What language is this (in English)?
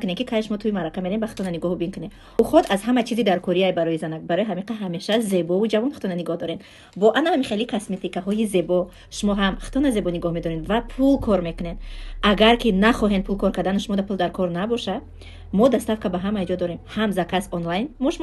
Tajik